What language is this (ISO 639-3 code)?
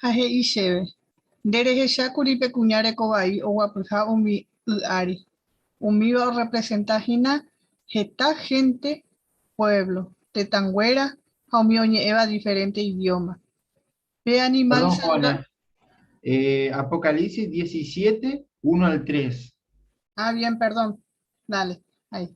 grn